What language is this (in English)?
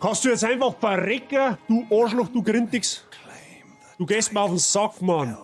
Bavarian